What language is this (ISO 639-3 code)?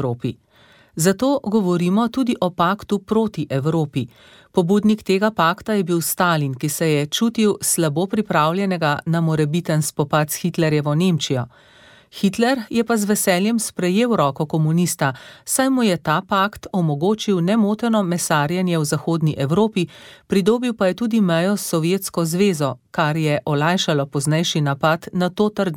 slv